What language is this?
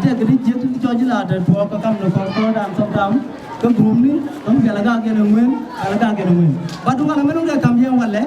Nuer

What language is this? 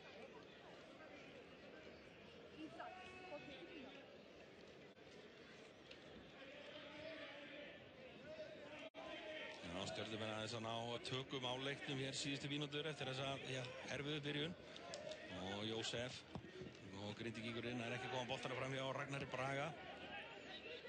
Icelandic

